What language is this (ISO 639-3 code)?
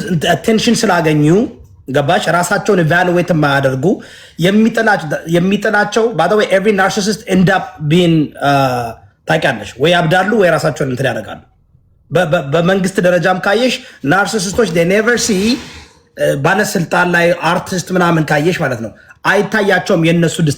amh